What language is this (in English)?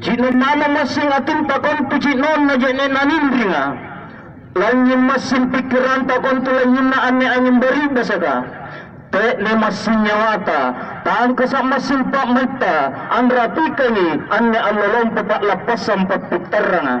Makasar